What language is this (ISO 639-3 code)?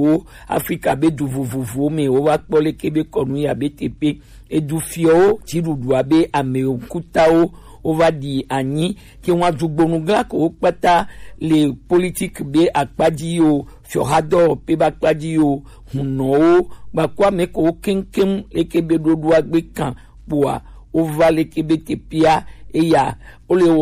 gej